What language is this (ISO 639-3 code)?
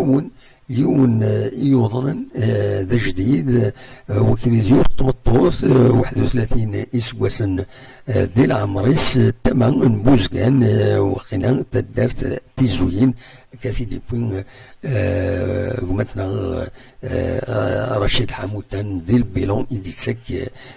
kab